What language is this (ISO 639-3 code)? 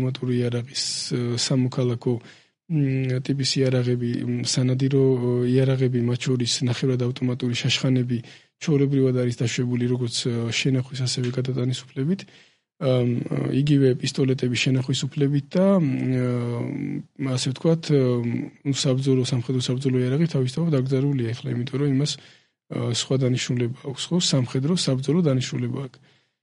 kat